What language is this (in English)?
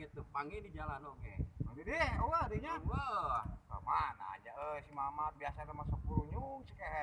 Sundanese